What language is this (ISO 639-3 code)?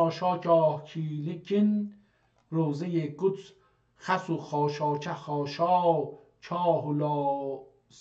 azb